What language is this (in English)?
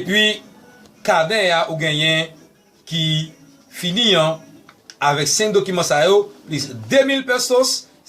Haitian Creole